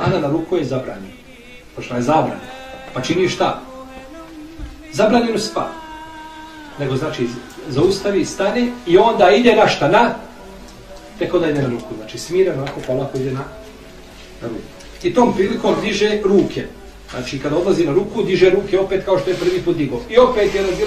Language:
Bosnian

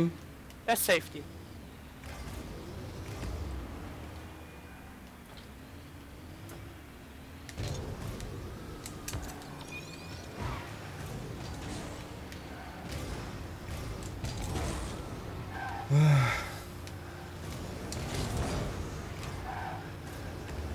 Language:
German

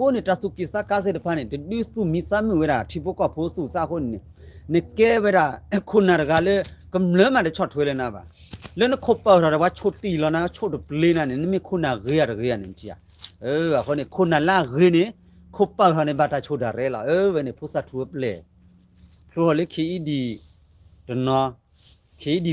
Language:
S'gaw Karen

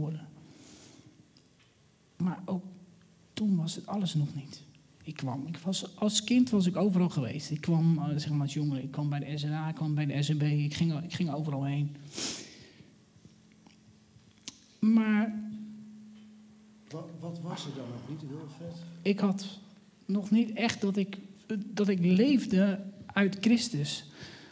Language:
Dutch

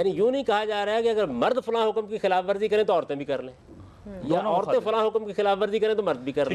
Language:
Urdu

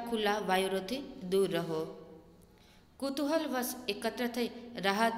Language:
Gujarati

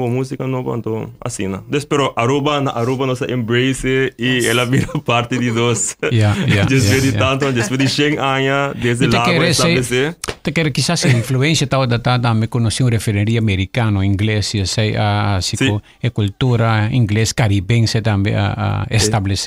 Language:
Papiamento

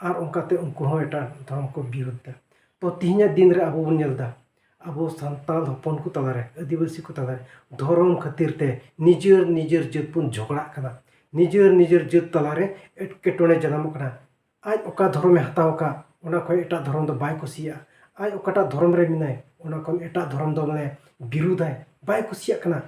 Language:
Santali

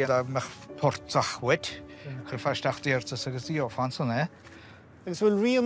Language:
Irish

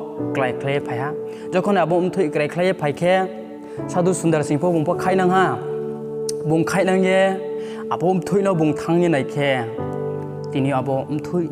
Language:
Riang (India)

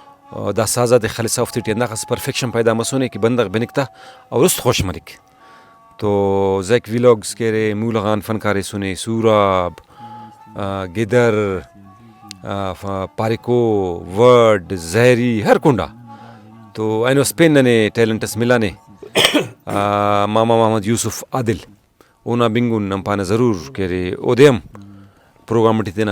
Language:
Brahui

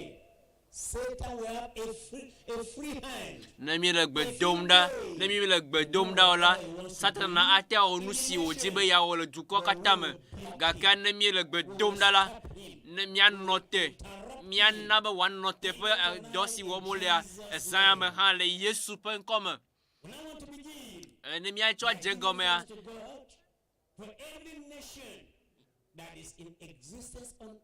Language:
Ewe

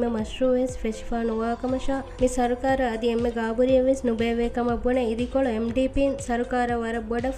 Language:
Divehi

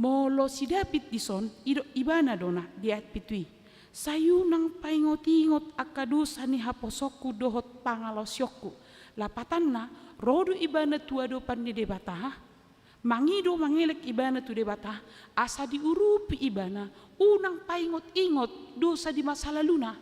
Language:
Batak Toba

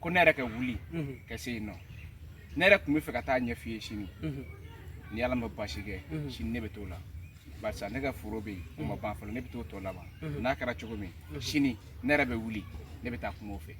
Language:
Bambara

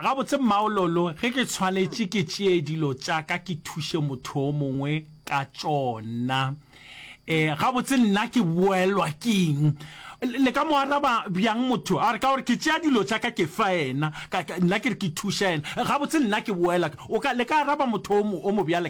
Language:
Northern Sotho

